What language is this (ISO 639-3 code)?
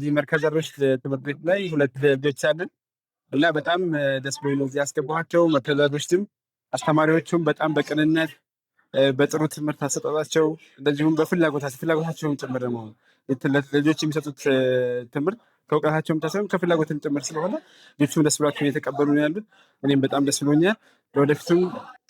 amh